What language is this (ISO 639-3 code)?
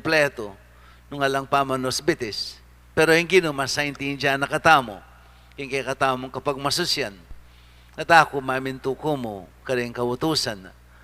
pam